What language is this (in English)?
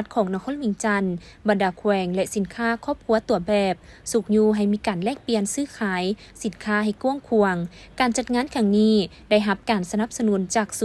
Lao